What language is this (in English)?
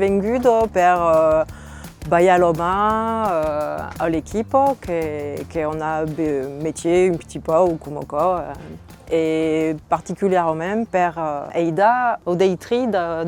Occitan